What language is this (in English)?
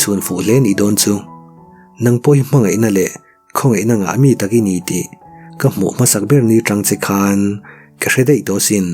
Mizo